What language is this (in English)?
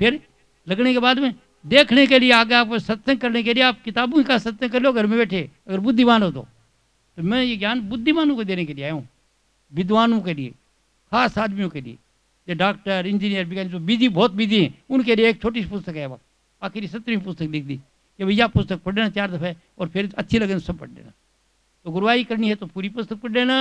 Hindi